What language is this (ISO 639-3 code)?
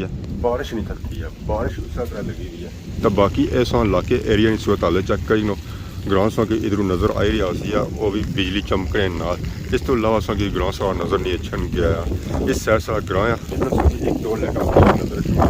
phr